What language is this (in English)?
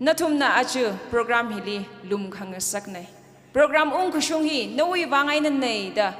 Tangkhul Naga (India)